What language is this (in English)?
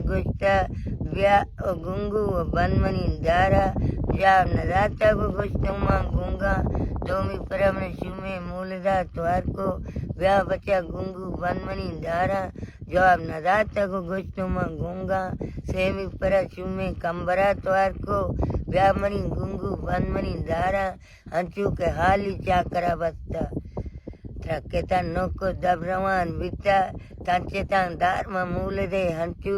Baluchi